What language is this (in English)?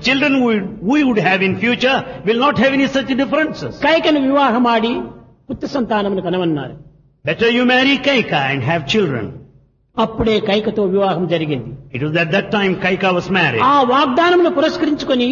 Telugu